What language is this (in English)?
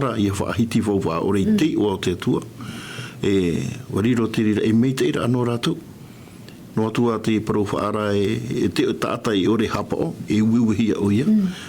Tahitian